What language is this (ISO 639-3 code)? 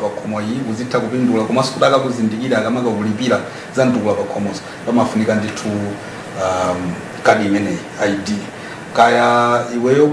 nya